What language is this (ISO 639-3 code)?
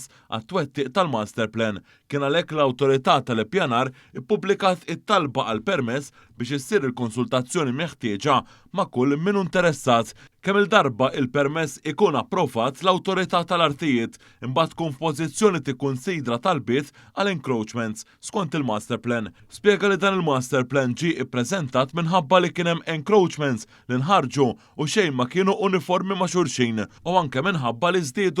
mlt